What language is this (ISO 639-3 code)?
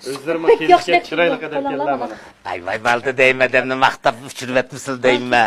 uig